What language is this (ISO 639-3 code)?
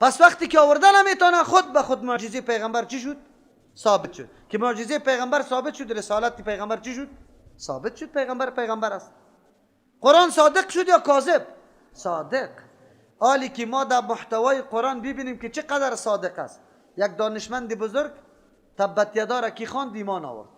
fas